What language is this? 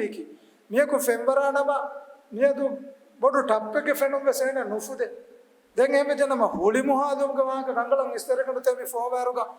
Divehi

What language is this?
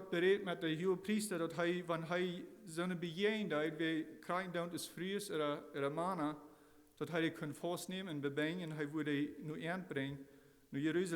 Plautdietsch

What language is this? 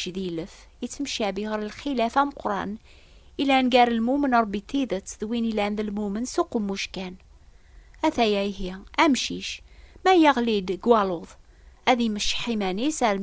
Kabyle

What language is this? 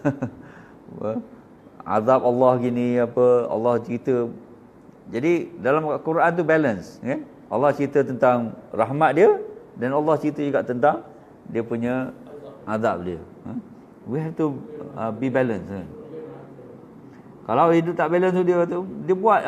Malay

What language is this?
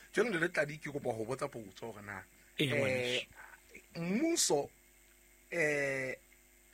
Southern Sotho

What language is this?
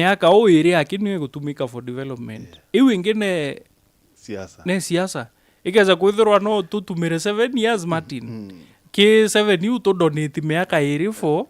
Meru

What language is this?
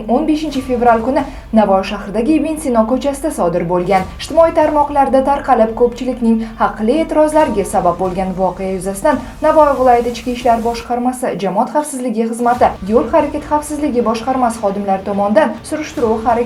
Uzbek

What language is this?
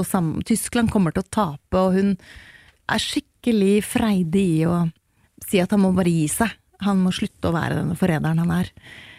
Norwegian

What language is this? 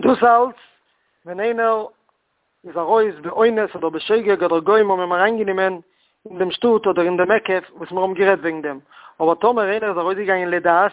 Yiddish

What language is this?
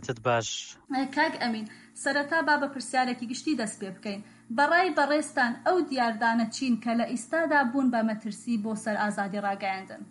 Central Kurdish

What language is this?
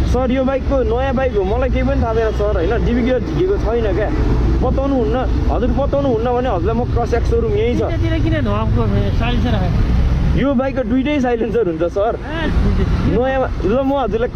Nepali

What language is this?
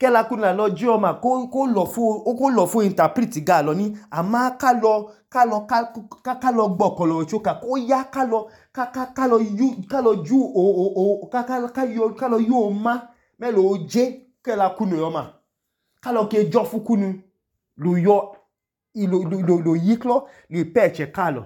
Idoma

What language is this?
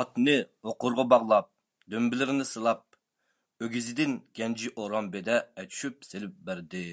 Uyghur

